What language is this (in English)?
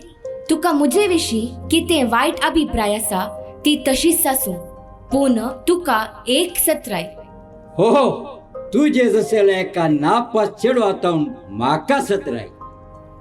Konkani